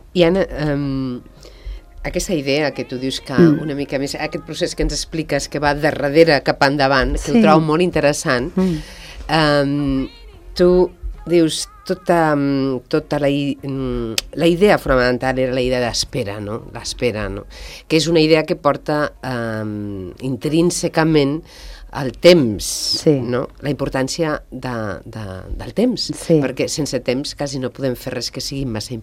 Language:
Catalan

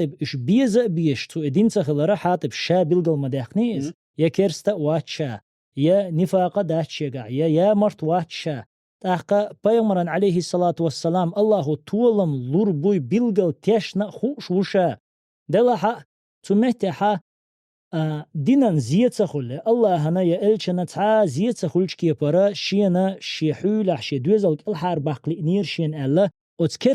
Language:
Chechen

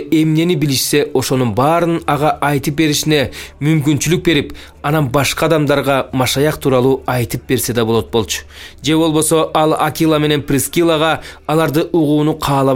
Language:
Kyrgyz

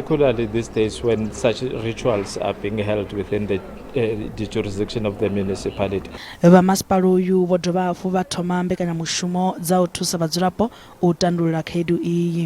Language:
Venda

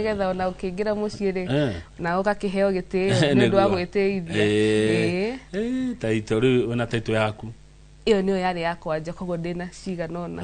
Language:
Kikuyu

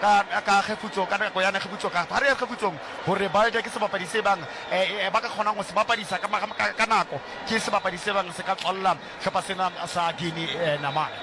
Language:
Southern Sotho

